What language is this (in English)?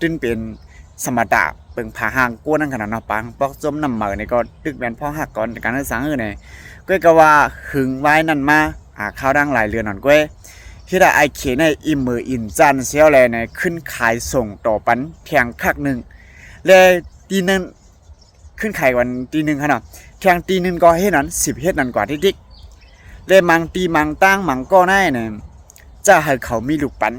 Shan